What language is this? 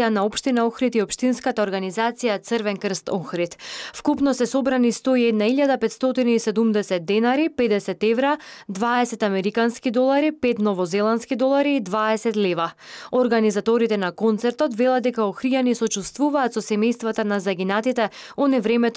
Macedonian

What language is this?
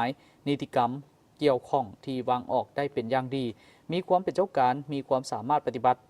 Lao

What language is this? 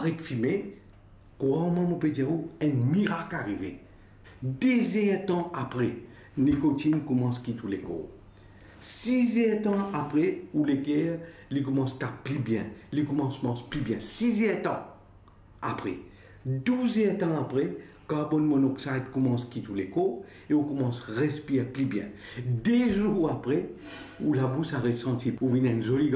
Morisyen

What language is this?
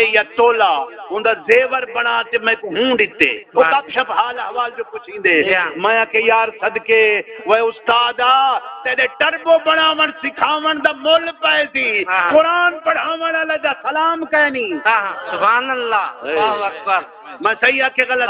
Saraiki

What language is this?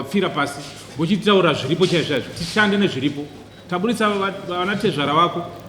Shona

